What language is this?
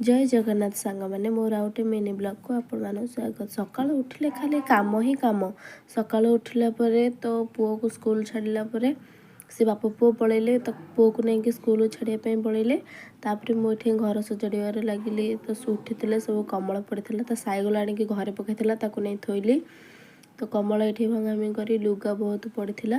Odia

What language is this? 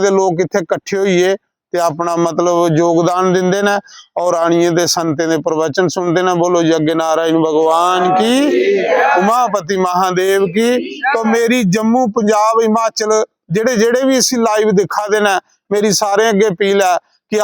Dogri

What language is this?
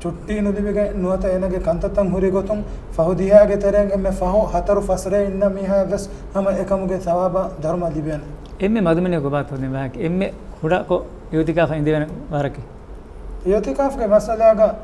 Divehi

